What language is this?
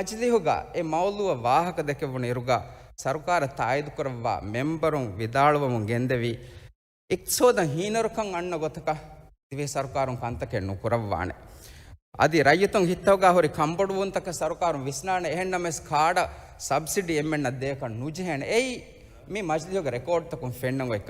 Divehi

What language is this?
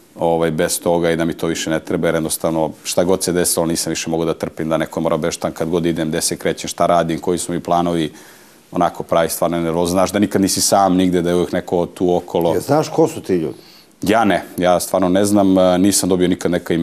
Serbian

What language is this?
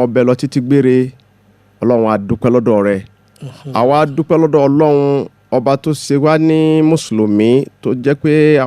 Yoruba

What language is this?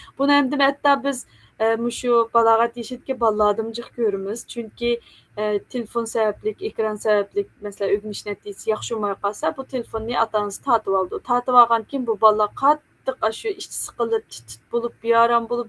Uyghur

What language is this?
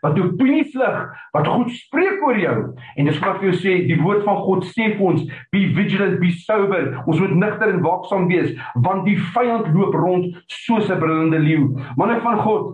Afrikaans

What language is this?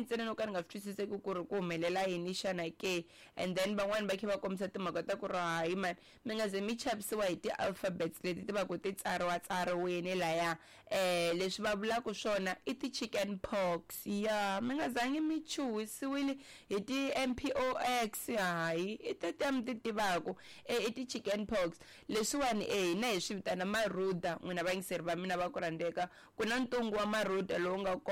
Tsonga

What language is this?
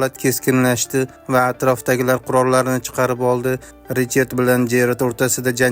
Uzbek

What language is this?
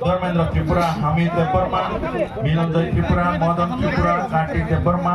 Kok Borok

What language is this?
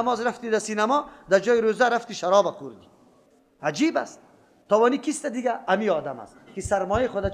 Persian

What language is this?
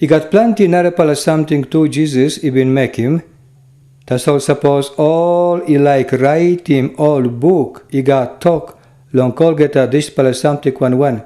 Tok Pisin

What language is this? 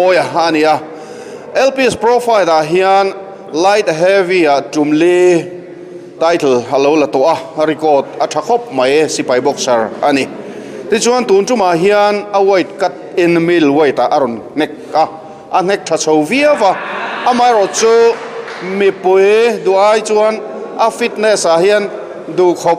Mizo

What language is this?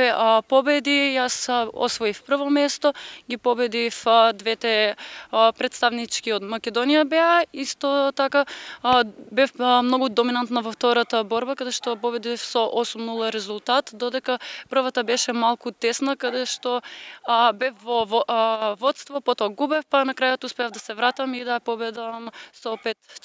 Macedonian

